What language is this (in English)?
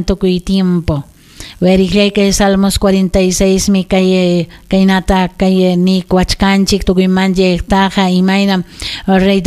Ayacucho Quechua